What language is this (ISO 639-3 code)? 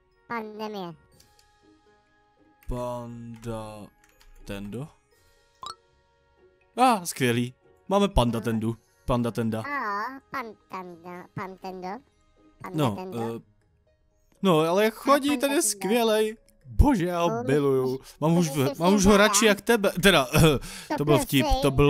ces